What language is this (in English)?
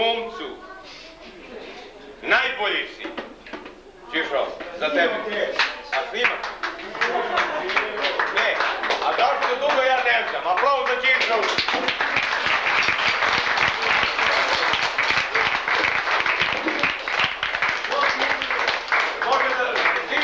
Serbian